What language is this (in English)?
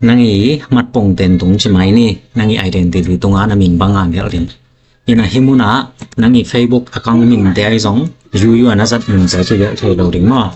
Tedim Chin